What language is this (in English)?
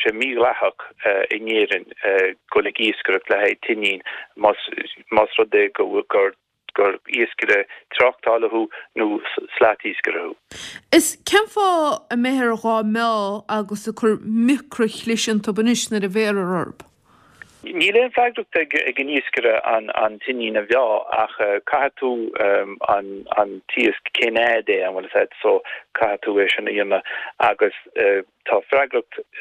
Irish